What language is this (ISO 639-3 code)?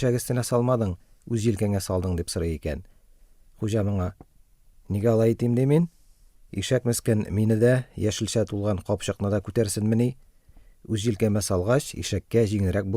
tat